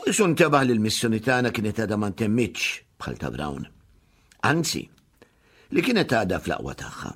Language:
Maltese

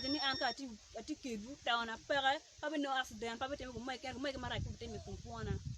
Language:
Acoli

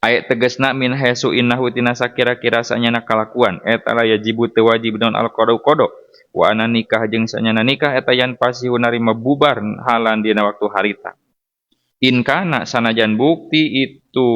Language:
Sundanese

